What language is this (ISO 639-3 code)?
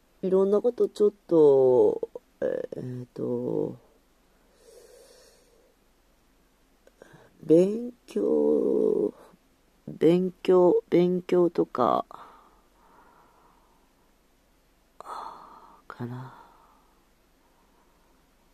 jpn